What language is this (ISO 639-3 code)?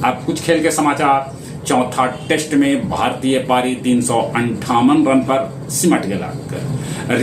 mag